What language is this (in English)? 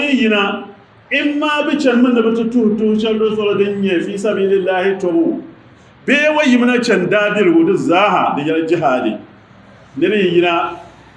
Dagbani